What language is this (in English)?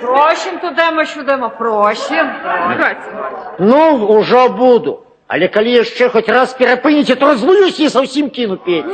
Belarusian